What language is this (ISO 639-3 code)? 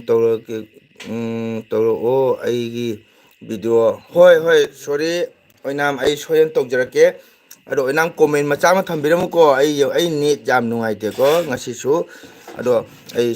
mni